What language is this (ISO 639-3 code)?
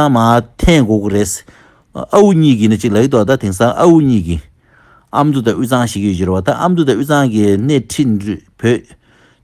bod